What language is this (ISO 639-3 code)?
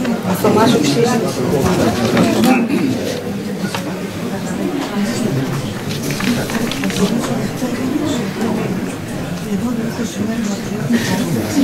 ell